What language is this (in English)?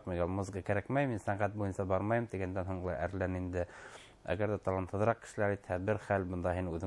Bashkir